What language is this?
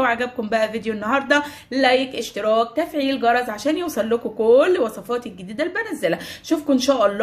Egyptian Arabic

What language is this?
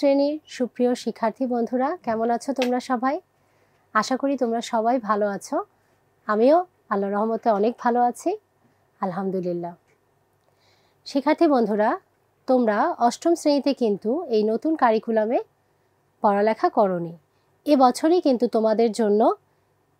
Bangla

